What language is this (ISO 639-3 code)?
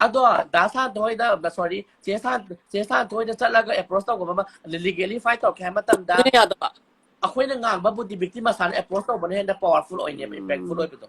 mni